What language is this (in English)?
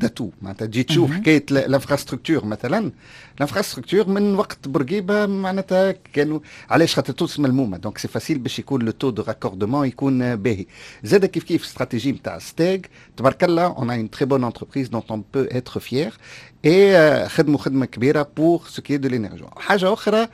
Tunisian Arabic